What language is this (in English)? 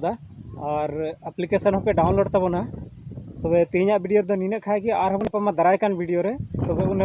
Santali